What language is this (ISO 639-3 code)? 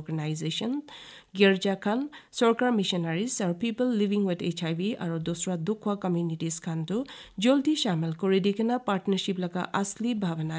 nag